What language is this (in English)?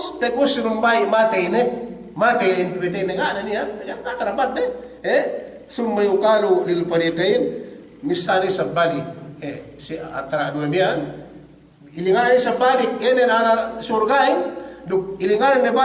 Yakan